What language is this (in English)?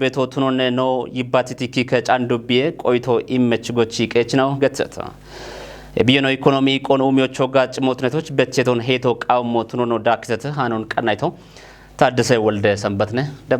Kafa